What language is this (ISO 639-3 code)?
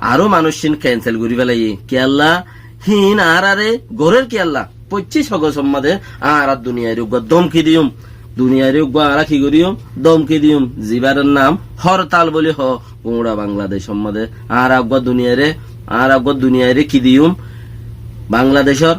rhg